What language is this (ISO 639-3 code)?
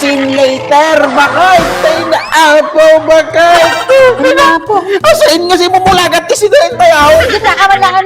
ilo